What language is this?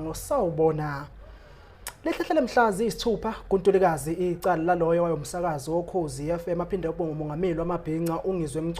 Zulu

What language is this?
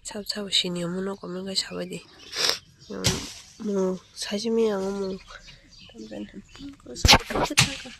Kok Borok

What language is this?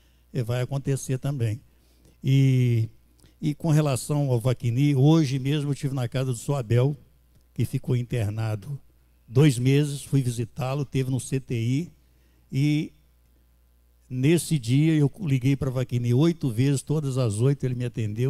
Portuguese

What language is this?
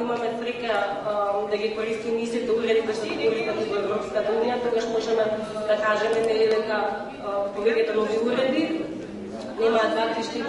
Macedonian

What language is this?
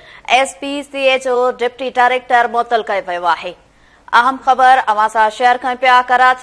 Sindhi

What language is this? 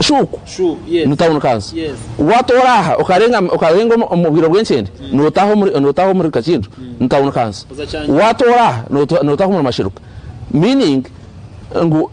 Nyankole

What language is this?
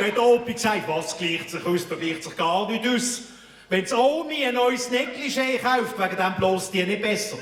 Swiss German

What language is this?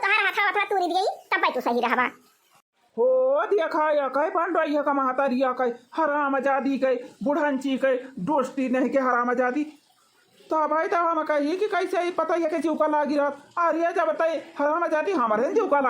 Awadhi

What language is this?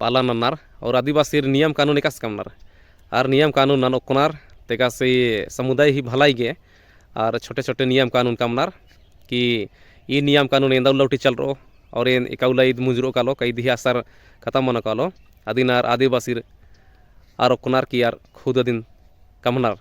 Kurukh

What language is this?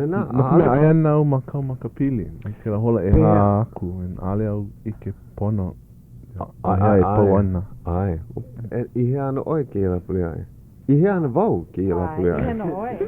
Hawaiian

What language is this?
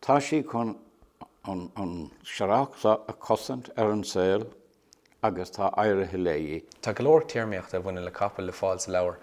Irish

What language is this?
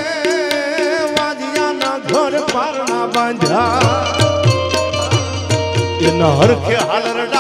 Gujarati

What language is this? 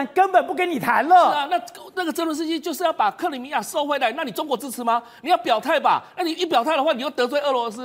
Chinese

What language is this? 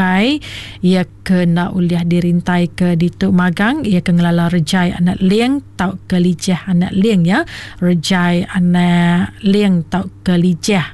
Iban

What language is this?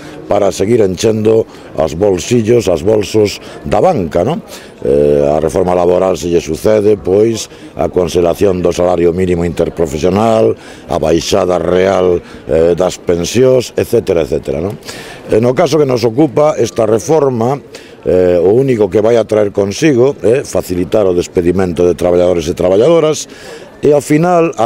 Galician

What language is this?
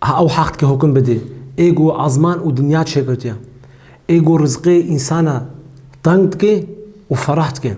Kurdish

